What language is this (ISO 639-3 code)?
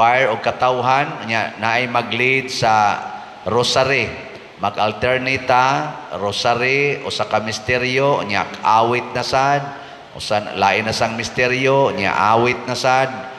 ceb